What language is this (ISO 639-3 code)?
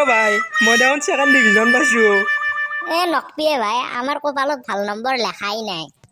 asm